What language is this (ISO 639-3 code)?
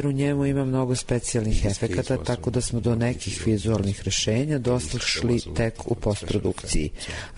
srp